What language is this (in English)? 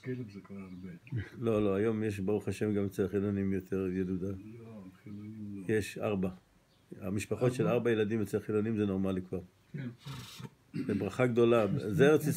Hebrew